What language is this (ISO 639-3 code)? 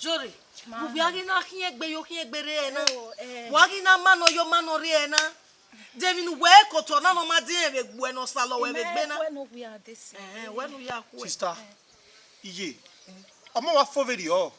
bin